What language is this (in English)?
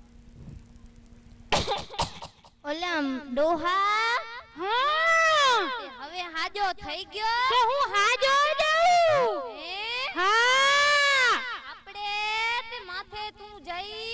Gujarati